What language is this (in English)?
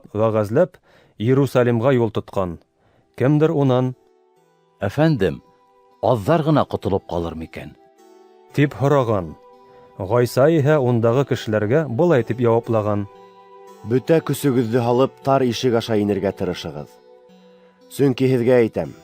Bashkir